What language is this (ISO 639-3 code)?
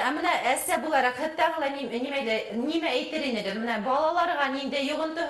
bak